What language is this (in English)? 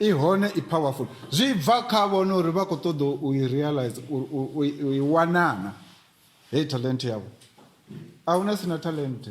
Venda